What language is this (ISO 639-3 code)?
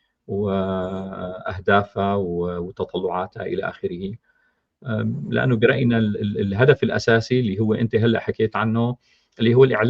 apc